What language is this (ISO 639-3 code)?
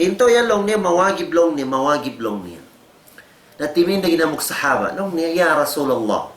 tsg